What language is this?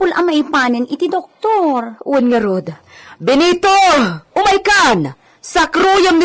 Iloko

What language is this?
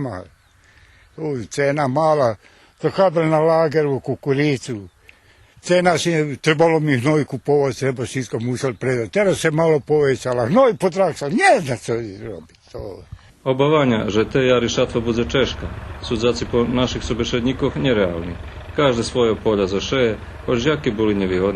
Rusyn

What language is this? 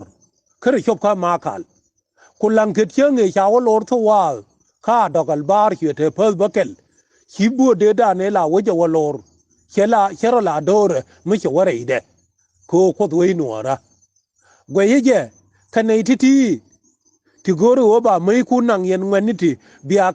Nuer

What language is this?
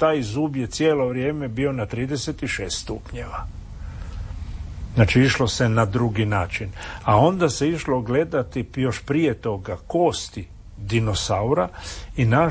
Croatian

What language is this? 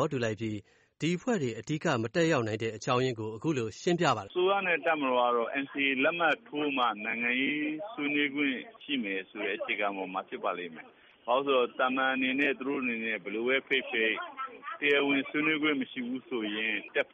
Burmese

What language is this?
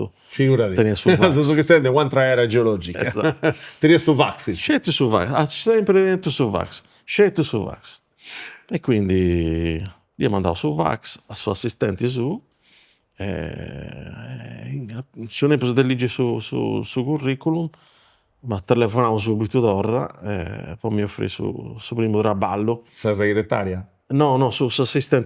Sardinian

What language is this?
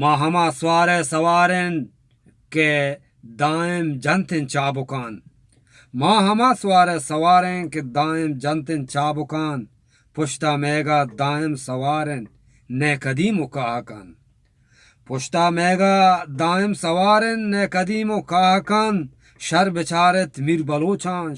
Eastern Balochi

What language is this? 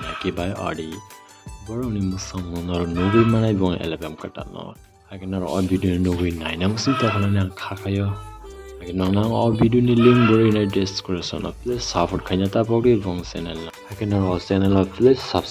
Kok Borok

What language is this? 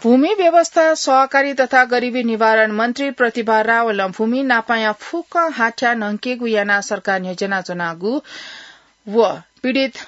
Newari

